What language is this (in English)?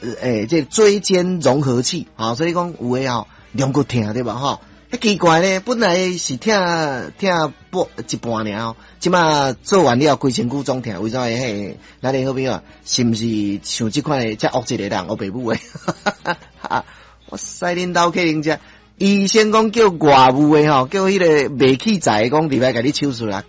Min Nan Chinese